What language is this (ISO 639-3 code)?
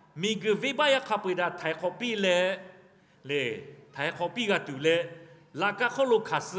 lhu